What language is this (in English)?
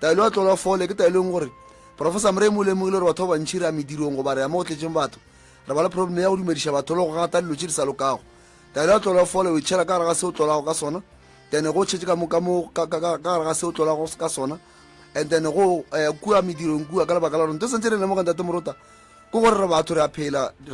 Northern Sotho